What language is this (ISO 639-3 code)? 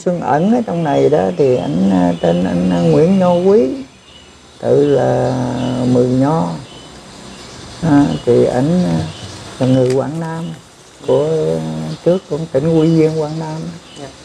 vie